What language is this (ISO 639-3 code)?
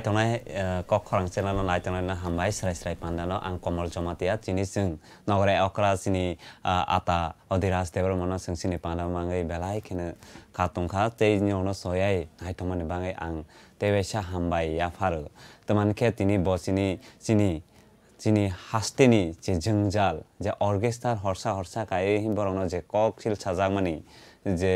trp